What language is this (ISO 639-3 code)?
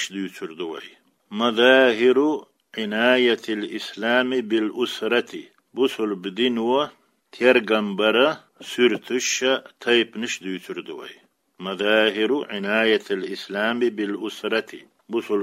che